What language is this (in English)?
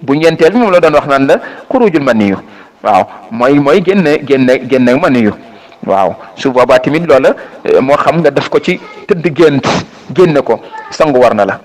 Wolof